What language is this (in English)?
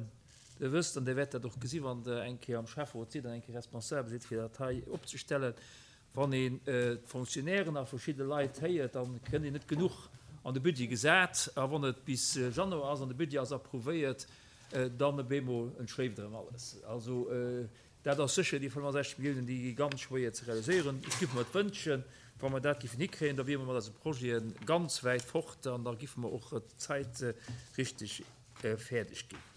Luxembourgish